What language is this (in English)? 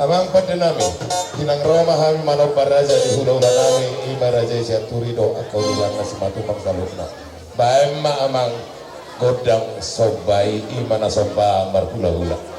Batak Toba